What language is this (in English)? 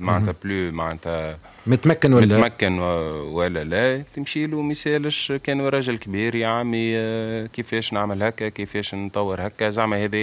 Tunisian Arabic